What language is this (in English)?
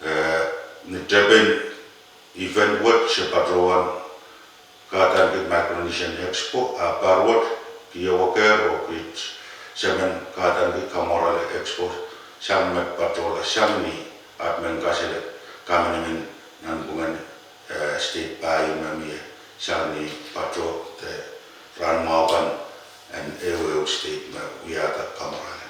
Pohnpeian